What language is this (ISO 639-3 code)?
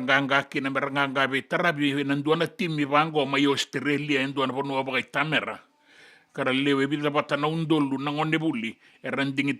fij